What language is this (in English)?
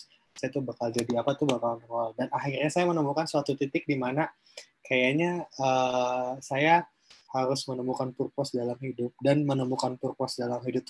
Indonesian